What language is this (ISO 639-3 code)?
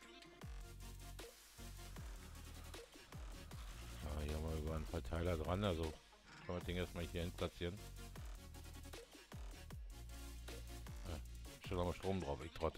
deu